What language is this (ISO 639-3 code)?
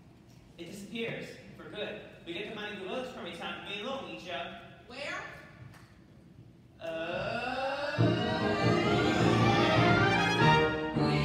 eng